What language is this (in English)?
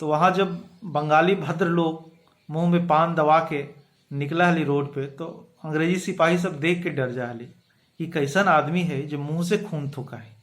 Magahi